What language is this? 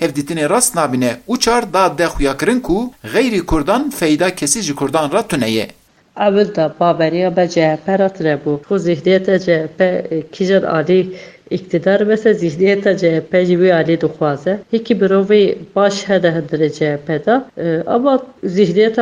Kurdish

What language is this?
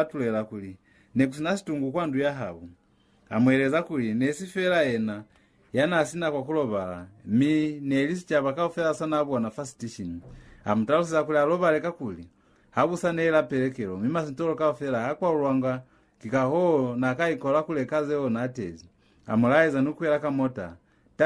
Lozi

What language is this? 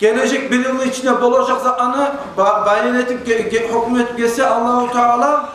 Kumyk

